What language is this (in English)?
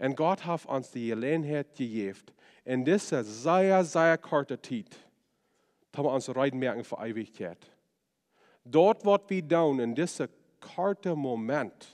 Plautdietsch